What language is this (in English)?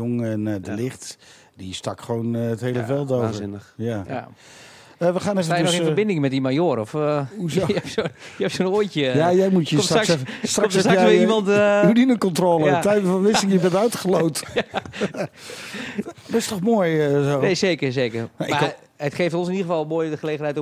Dutch